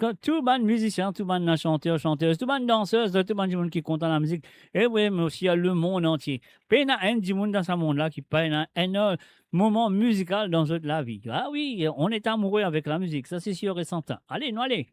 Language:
Morisyen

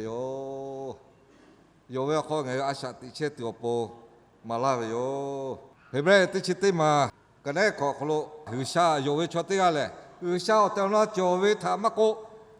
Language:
Lahu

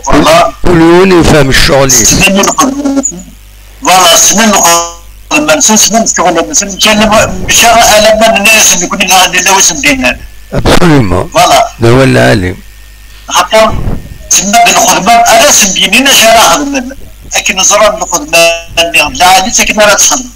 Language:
Kabyle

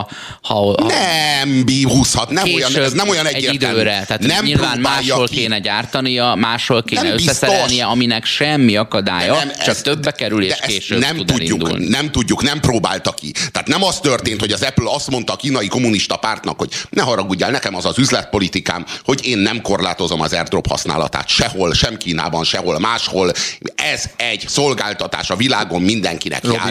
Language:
Hungarian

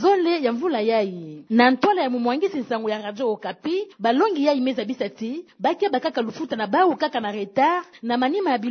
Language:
Kituba (Democratic Republic of Congo)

